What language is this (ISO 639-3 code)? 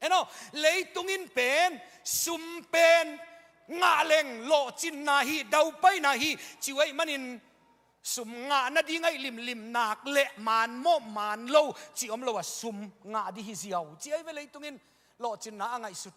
ctd